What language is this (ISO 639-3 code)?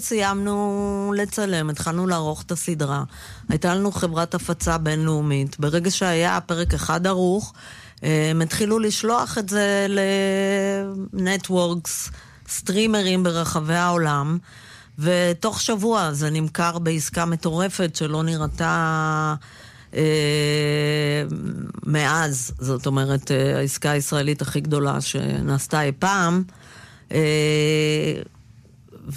heb